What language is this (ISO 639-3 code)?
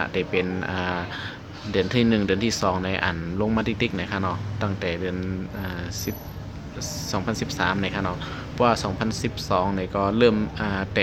shn